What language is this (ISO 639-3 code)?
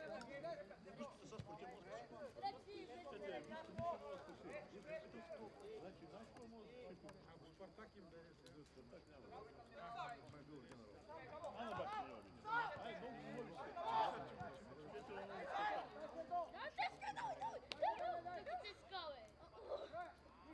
bul